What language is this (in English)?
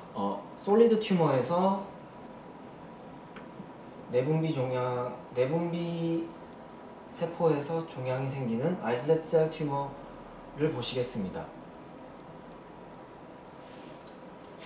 Korean